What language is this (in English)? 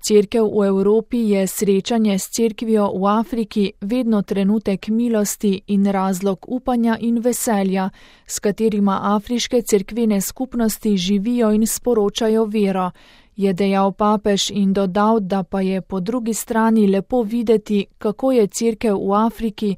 Slovenian